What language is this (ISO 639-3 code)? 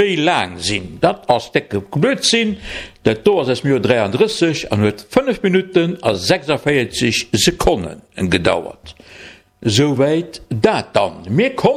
ltz